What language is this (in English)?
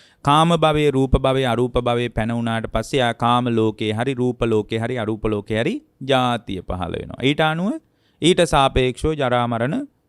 Sinhala